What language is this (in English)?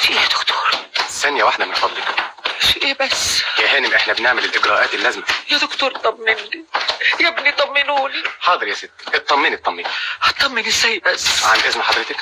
Egyptian Arabic